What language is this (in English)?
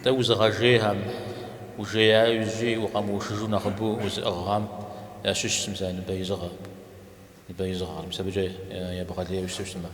Kabardian